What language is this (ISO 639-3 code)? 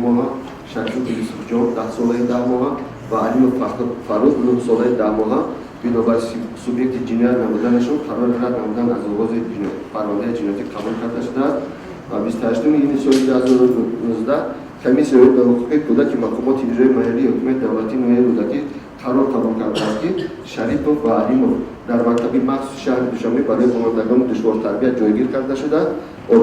tgk